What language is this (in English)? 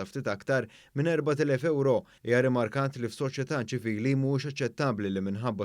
Maltese